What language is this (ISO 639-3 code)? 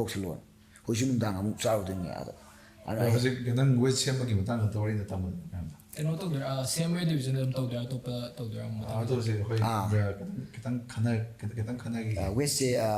mni